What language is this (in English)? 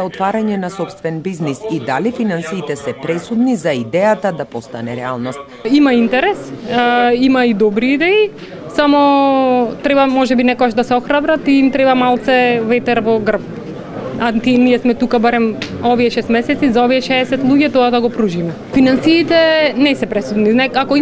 Macedonian